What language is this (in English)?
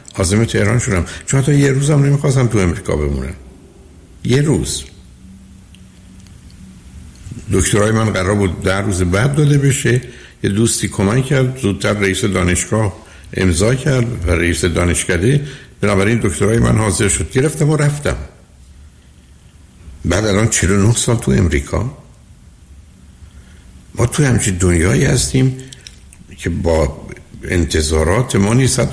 Persian